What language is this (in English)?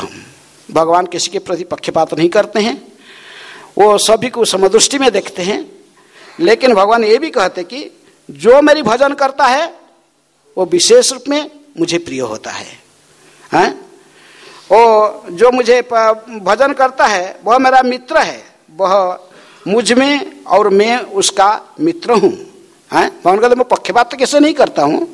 Hindi